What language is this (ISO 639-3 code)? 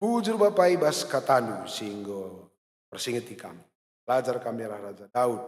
btx